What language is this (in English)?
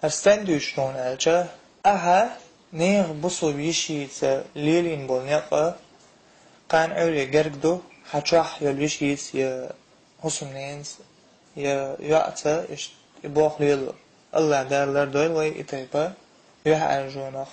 Chechen